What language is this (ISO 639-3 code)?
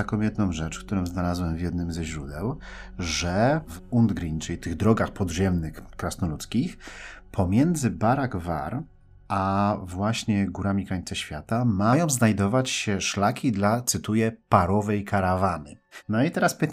pol